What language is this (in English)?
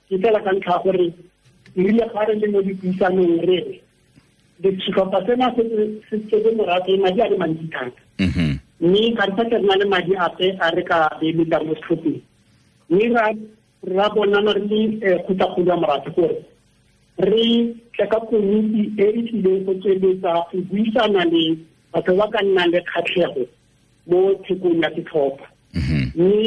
Tswana